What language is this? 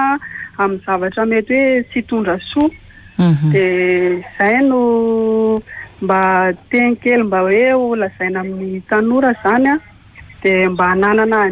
Malagasy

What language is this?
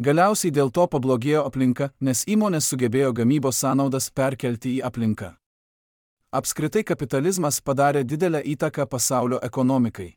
Lithuanian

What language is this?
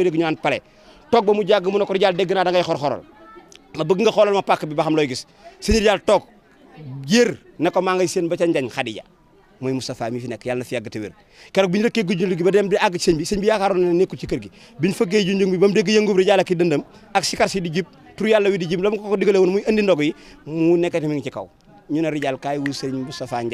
Wolof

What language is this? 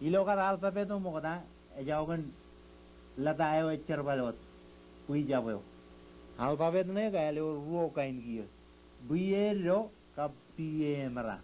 Marshallese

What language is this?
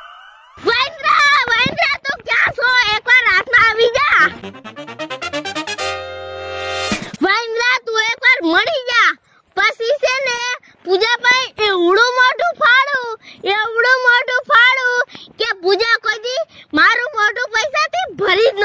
Gujarati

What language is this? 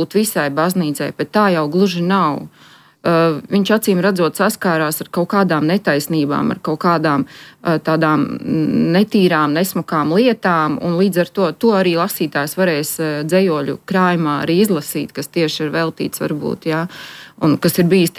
Latvian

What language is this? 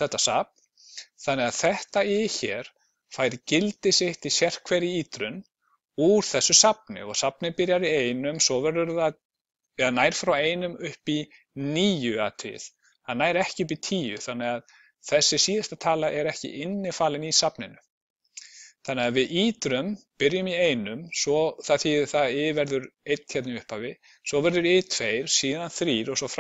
Icelandic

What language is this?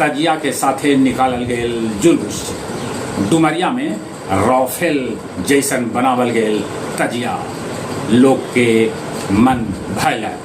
Magahi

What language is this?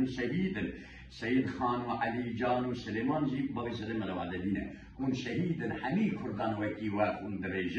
Kurdish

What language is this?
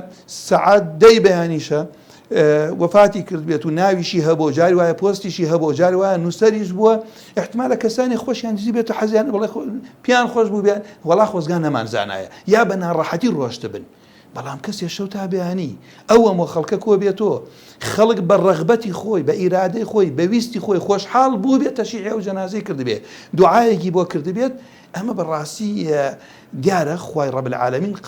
Central Kurdish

